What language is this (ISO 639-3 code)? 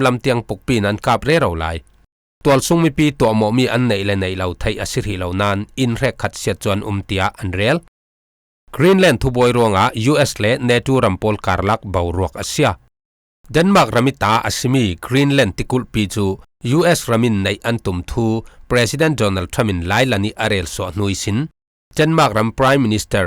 cfm